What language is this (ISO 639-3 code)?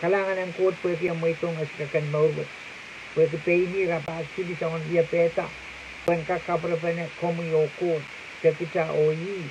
pon